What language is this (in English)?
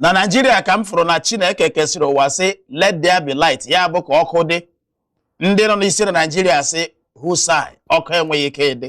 Igbo